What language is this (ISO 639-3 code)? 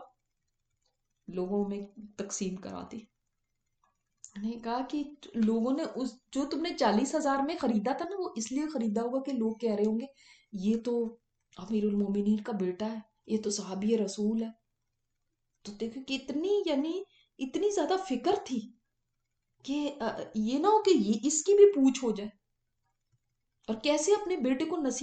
urd